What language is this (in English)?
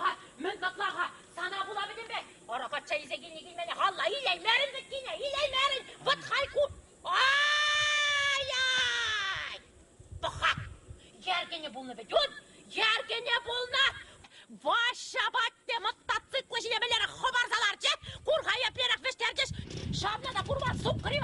Chuvash